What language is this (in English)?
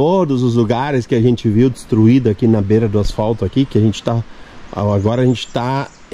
Portuguese